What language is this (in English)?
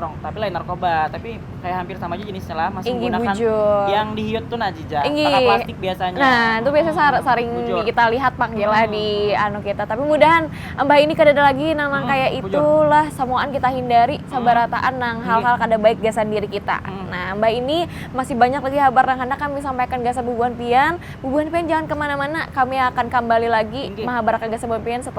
Banjar